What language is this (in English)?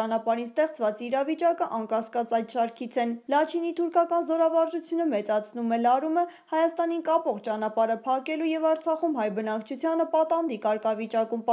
Armenian